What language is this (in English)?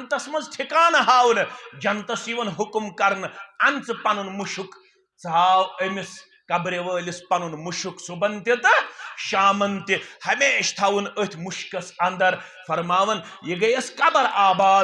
Kashmiri